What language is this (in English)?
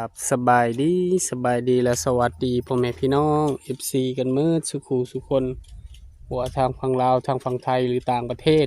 Northeastern Thai